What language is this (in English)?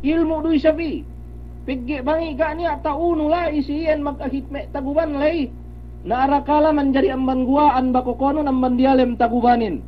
Yakan